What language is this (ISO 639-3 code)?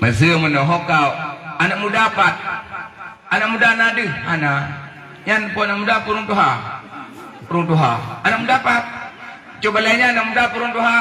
ace